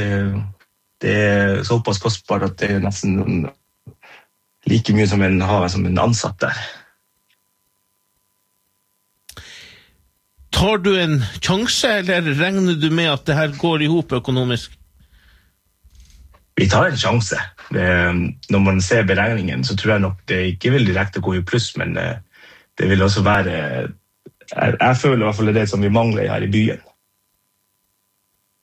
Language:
Norwegian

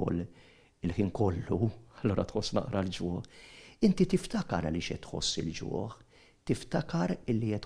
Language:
Maltese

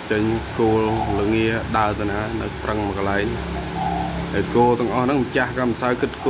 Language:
Khmer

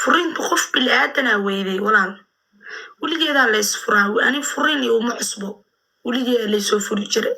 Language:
Somali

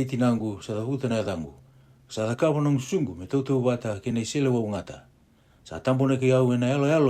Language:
Fijian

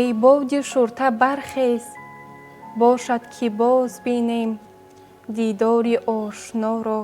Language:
Tajik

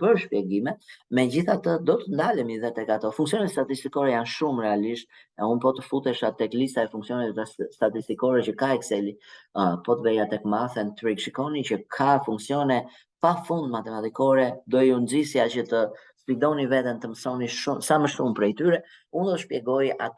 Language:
Albanian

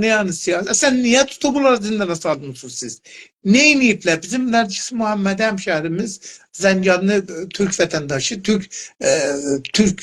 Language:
South Azerbaijani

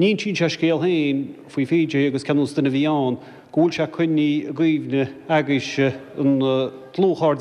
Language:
Irish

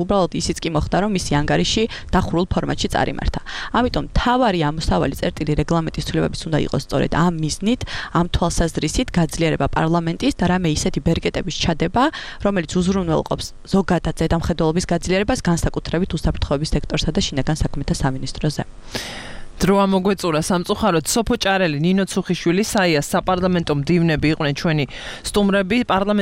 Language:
Georgian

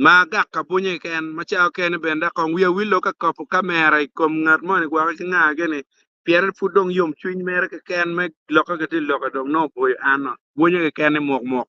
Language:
Acoli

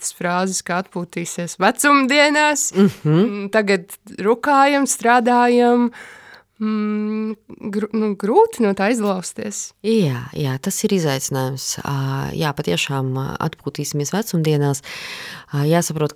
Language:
Latvian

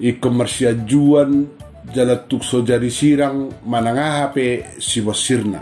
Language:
Batak Toba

